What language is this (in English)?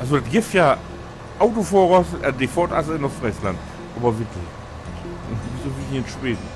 Low German